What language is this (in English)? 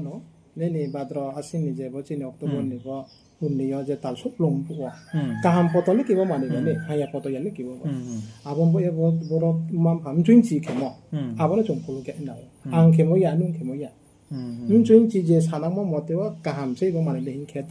Riang (India)